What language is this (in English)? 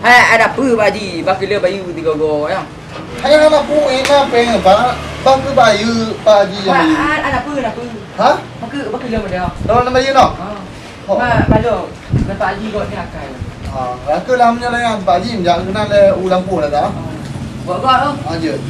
Achinese